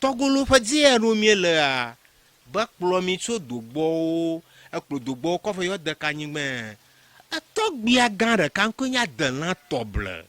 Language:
Ewe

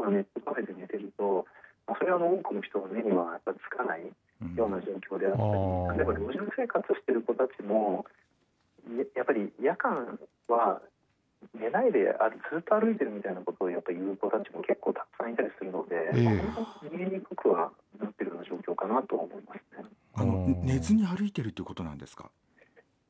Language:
Japanese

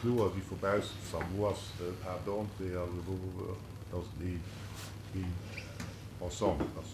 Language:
Luxembourgish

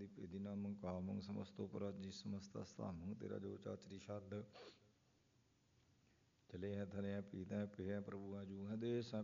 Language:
Punjabi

